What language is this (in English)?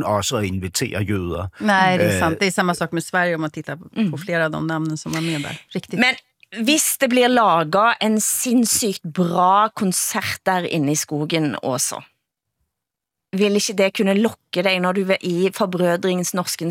Norwegian